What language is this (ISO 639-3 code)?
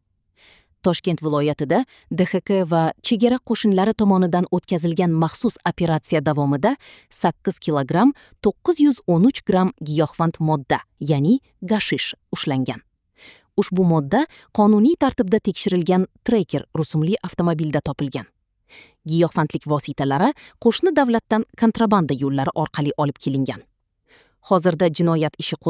uzb